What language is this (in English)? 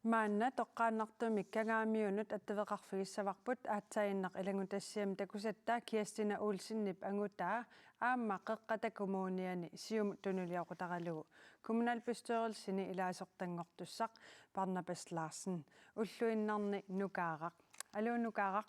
Kalaallisut